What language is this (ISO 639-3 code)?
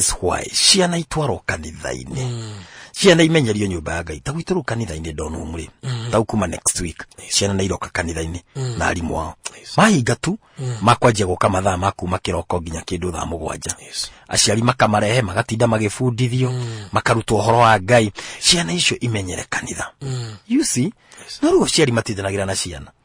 kik